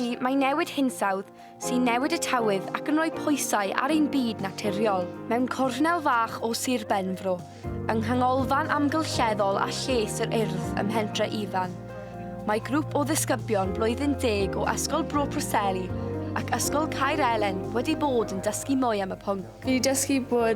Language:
Welsh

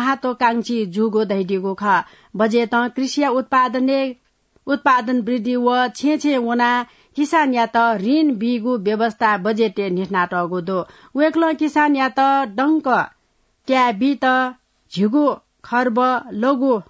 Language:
Newari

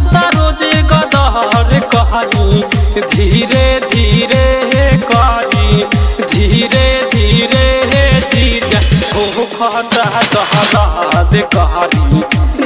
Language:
Bhojpuri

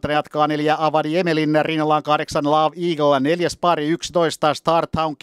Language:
Finnish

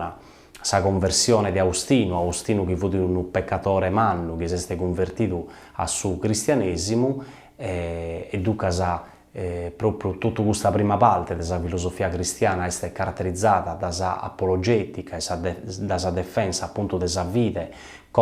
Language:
Sardinian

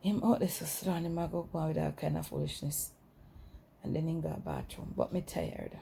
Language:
Jamaican Creole English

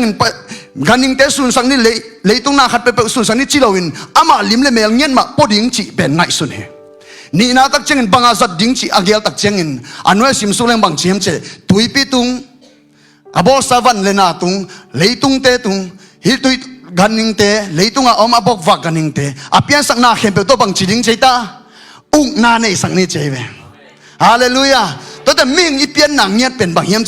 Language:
Tedim Chin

